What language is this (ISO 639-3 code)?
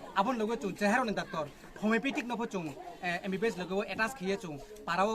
trp